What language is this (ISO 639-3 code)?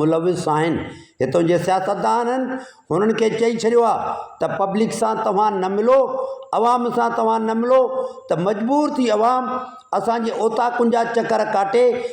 snd